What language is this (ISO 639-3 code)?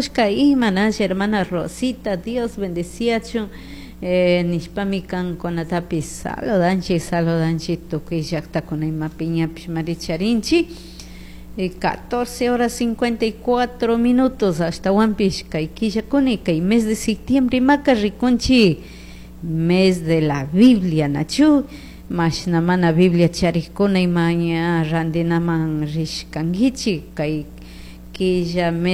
qug